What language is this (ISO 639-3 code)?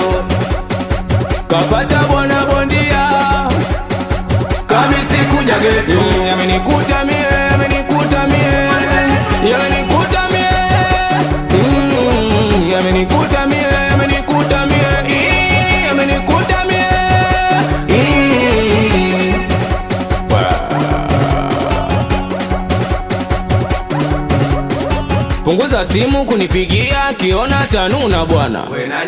swa